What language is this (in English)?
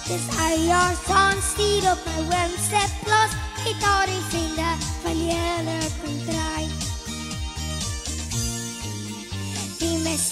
Afrikaans